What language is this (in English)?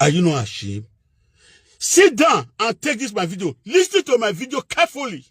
Nigerian Pidgin